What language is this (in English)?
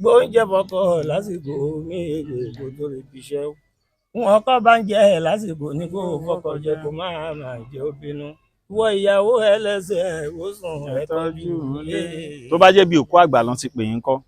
Yoruba